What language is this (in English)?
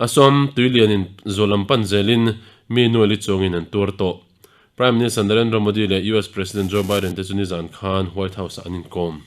Mizo